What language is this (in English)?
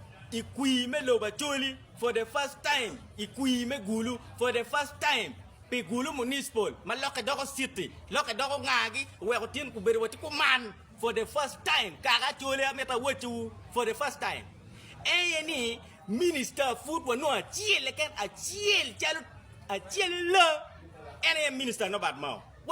Acoli